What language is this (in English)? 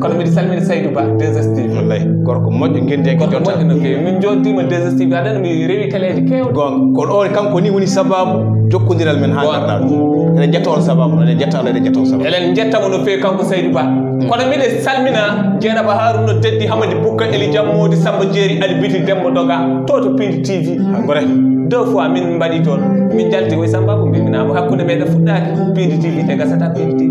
Fula